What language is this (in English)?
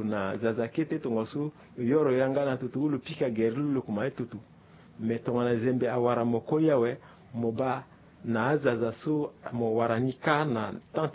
Sango